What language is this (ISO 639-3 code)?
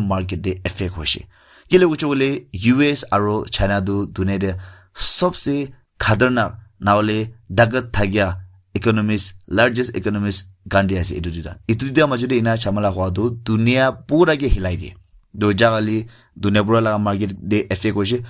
nag